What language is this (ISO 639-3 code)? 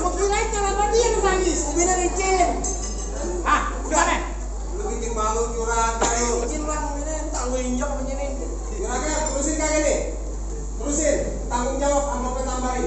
bew